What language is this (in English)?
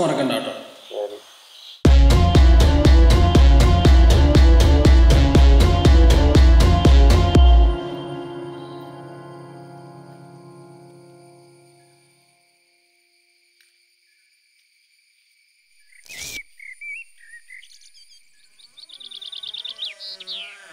Malayalam